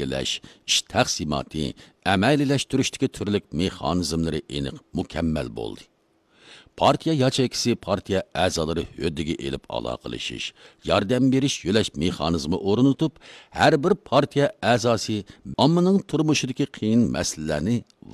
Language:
Uyghur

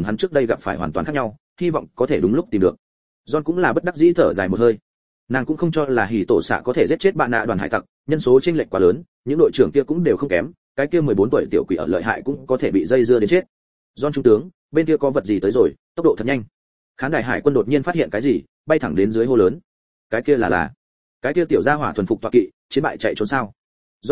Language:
Vietnamese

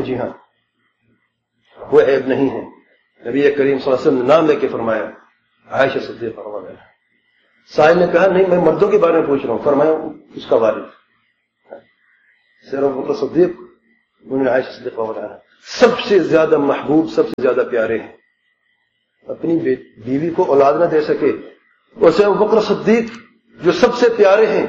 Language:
Urdu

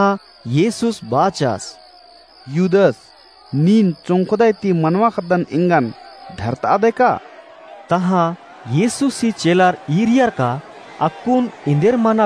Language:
Kurukh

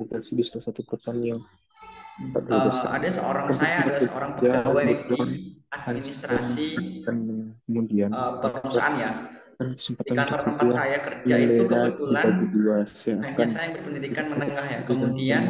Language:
Indonesian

